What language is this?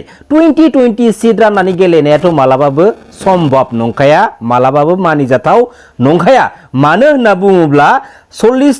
Bodo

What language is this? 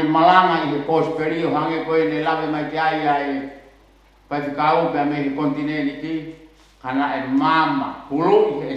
Tongan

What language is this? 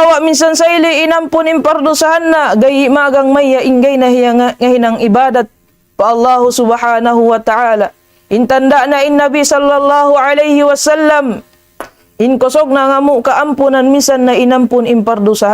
Tausug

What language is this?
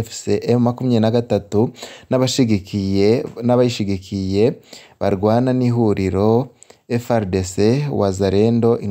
Rundi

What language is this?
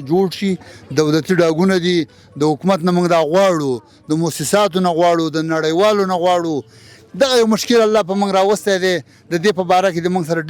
Pashto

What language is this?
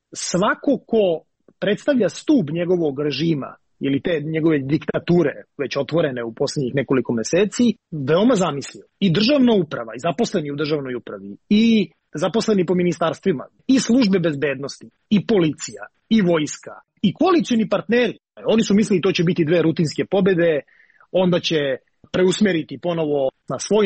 Serbian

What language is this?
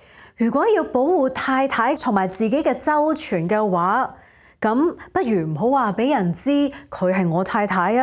Cantonese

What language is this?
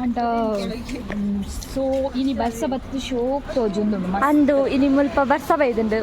Tulu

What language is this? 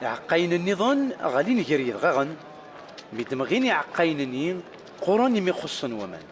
Kabyle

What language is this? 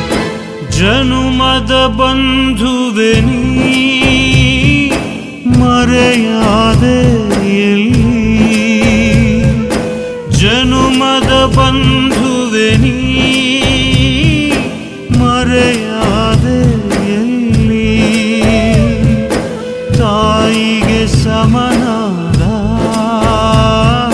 Kannada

